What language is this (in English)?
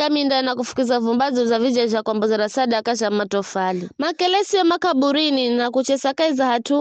Giryama